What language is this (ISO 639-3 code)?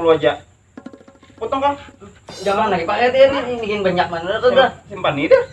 bjn